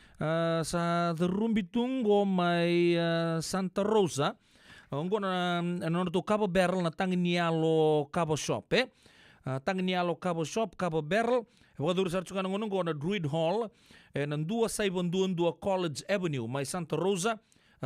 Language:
Fijian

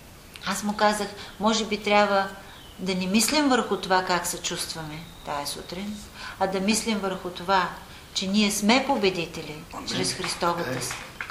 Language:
Bulgarian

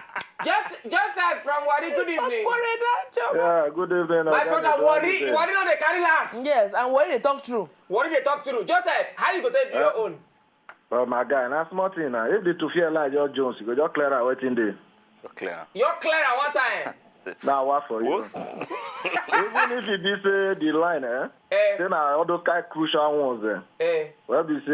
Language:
Nigerian Pidgin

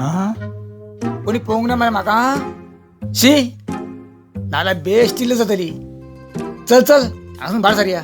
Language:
Konkani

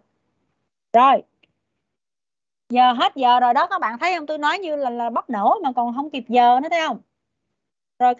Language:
Vietnamese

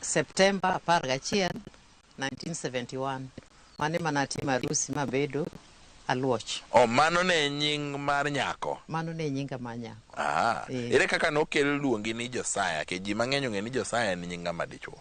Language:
Luo (Kenya and Tanzania)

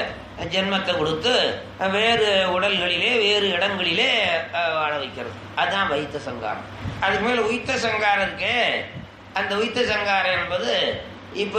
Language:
Tamil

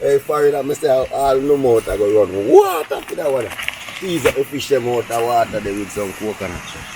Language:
Jamaican Creole English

